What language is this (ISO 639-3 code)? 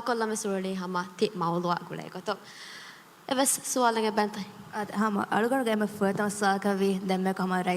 div